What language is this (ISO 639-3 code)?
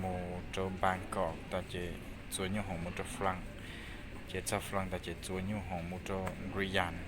hmn